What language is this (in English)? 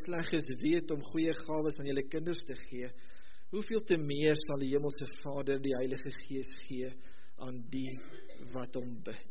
Afrikaans